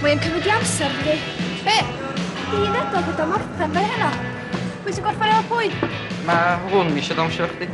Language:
Welsh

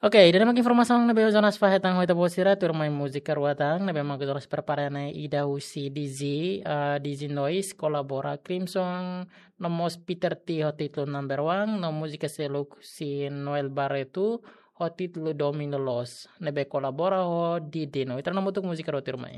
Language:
Tetum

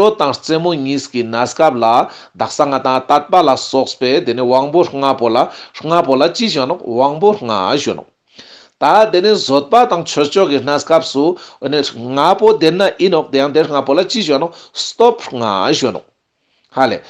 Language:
Ladakhi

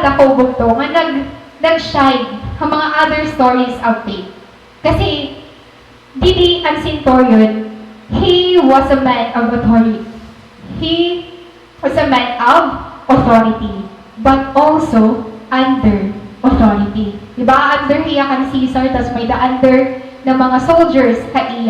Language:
Waray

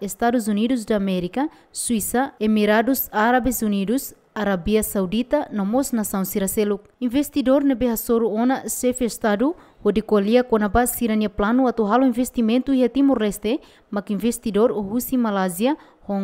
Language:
Tetum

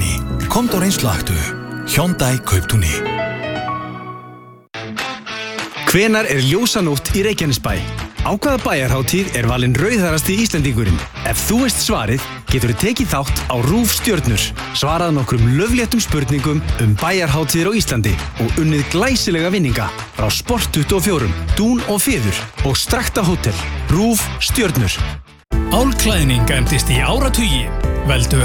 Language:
Icelandic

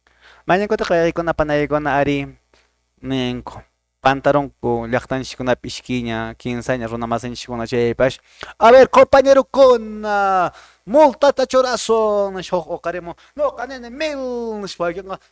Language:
Quechua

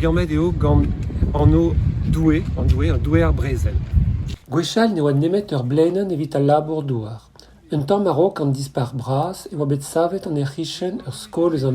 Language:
Breton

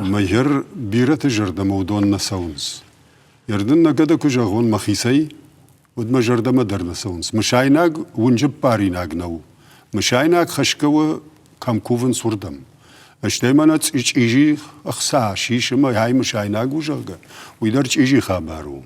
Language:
Ossetic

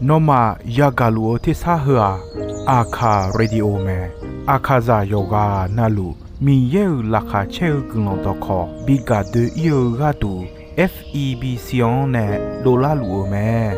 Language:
Akha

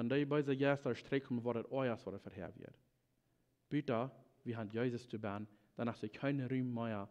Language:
Plautdietsch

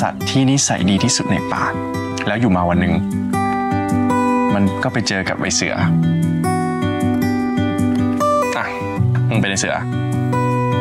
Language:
Thai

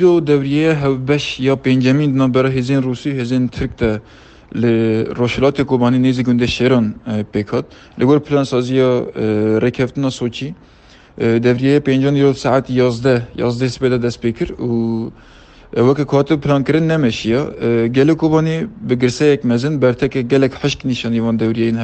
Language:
Kurdish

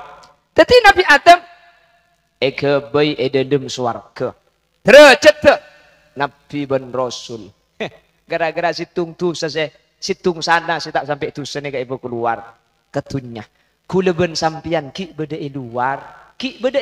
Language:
Madurese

